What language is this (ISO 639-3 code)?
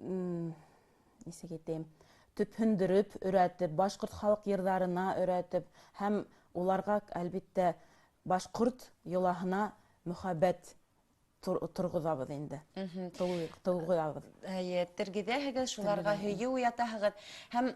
bak